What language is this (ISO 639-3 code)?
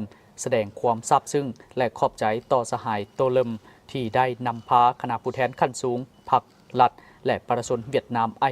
lao